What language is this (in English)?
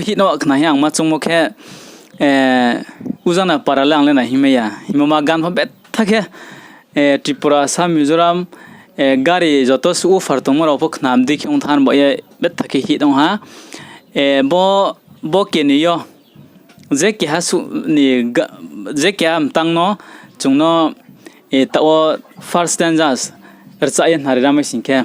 Riang (India)